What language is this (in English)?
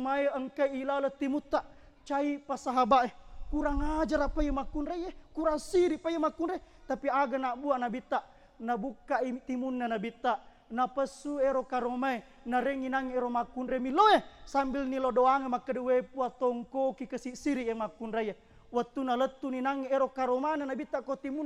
Buginese